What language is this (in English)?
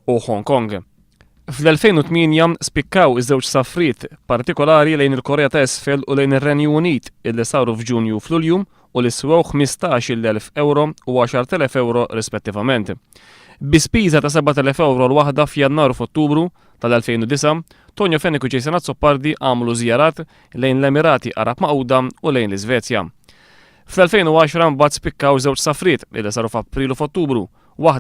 Maltese